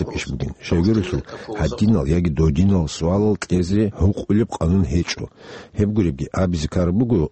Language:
Avaric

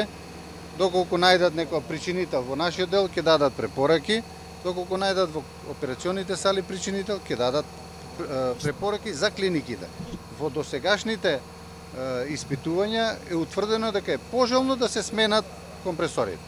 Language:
Macedonian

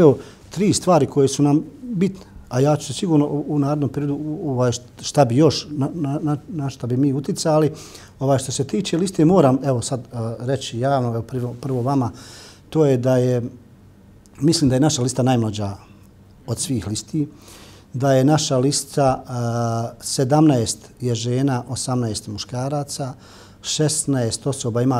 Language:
Bosnian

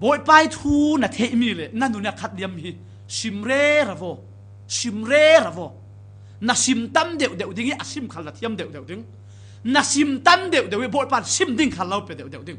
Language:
Falam Chin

